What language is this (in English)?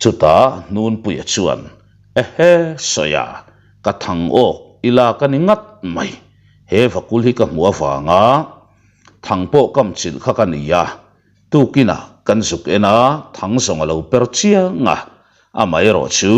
Mizo